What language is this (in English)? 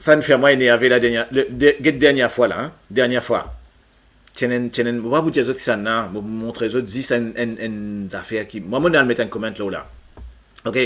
Morisyen